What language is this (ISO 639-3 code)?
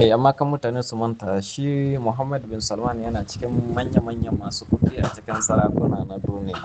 hau